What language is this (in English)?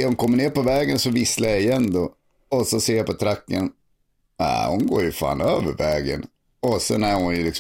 Swedish